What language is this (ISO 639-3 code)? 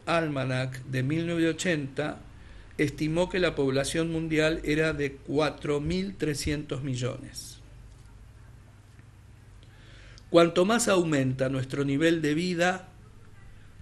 spa